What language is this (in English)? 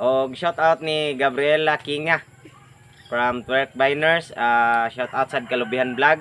Cebuano